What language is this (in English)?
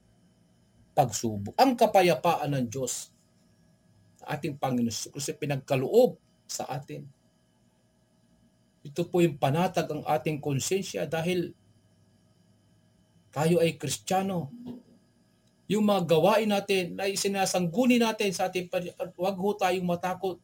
Filipino